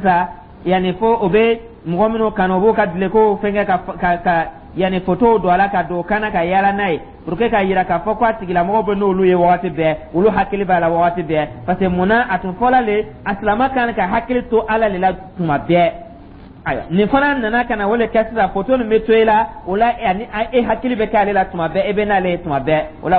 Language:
Dyula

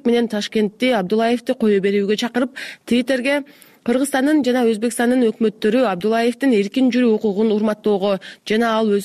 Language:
Kyrgyz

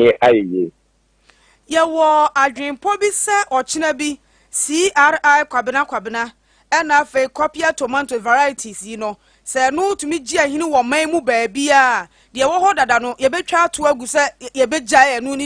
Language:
Akan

